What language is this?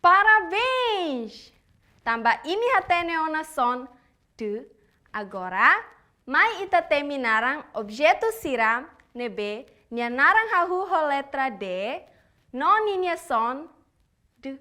Tetum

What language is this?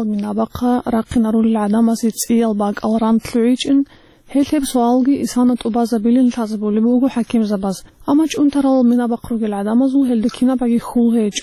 Avaric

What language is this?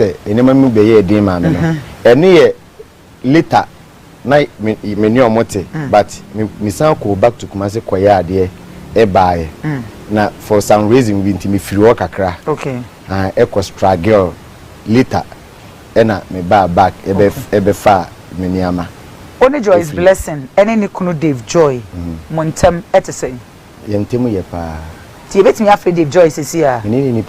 Akan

